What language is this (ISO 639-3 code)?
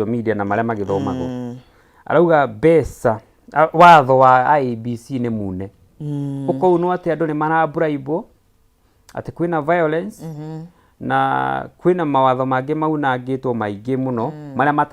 kik